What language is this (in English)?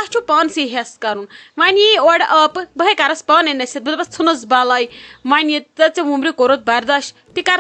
Kashmiri